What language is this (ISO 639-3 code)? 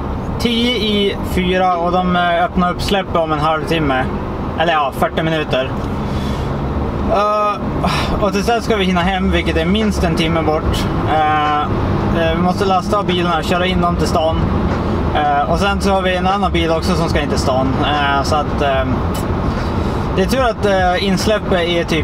swe